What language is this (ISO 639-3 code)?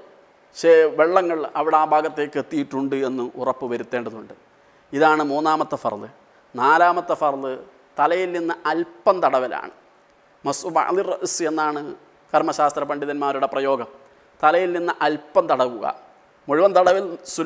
mal